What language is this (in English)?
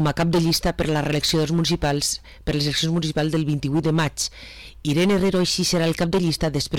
Catalan